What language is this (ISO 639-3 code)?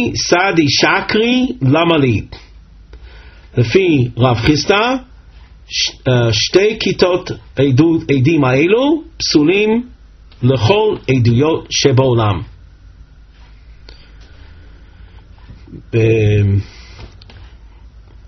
heb